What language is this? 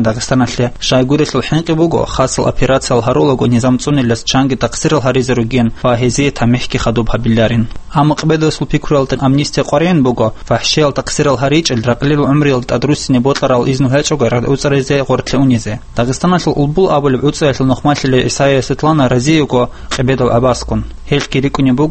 Avaric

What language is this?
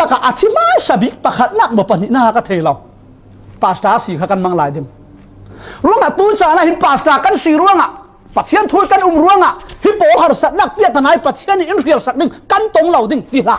Falam Chin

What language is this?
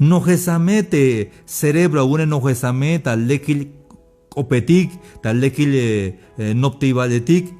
Tzeltal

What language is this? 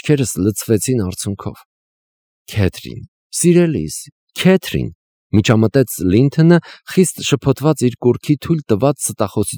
Armenian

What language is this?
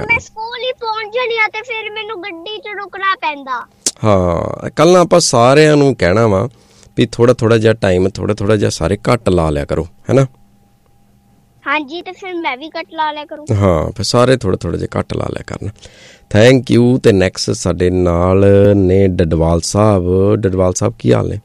Punjabi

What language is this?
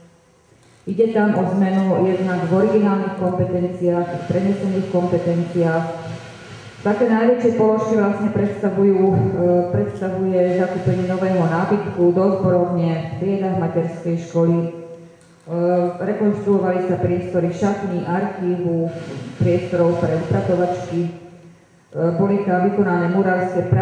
Slovak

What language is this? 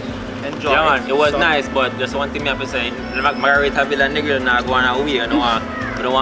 Jamaican Creole English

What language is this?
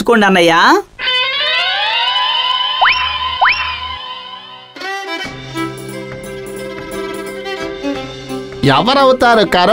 Telugu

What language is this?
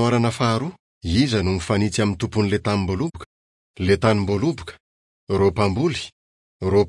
Malagasy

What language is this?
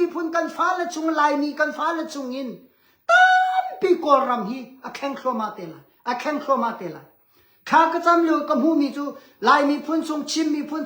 Hakha Chin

